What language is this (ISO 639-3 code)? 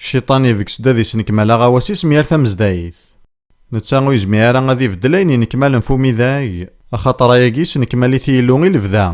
kab